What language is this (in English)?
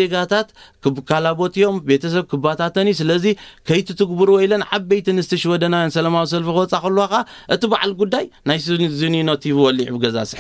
Tigrinya